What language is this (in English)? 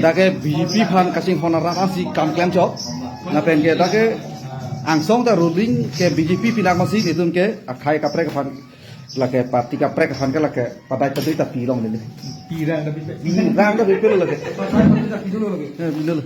Karbi